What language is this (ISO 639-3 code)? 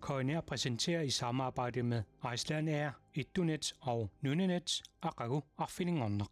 kal